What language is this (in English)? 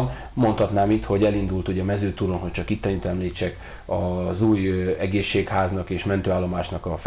Hungarian